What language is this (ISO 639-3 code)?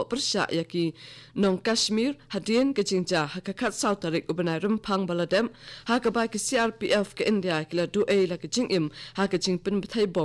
kha